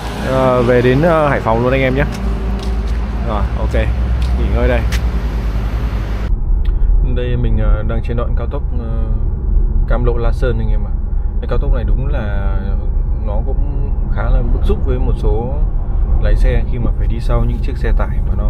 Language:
Vietnamese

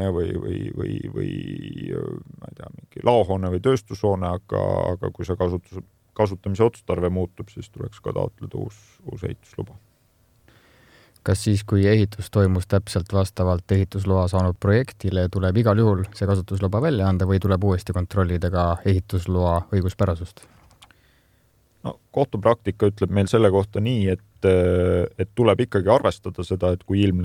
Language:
Estonian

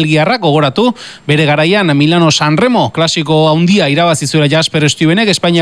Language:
Basque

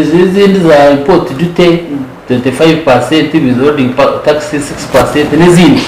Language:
Nyankole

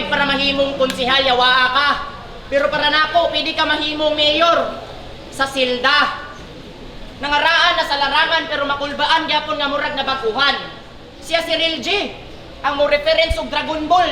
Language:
Cebuano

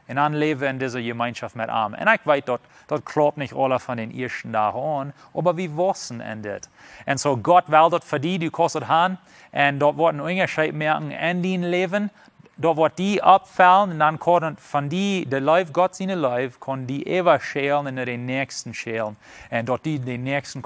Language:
Plautdietsch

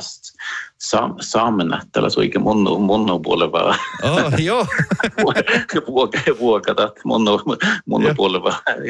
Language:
Northern Sami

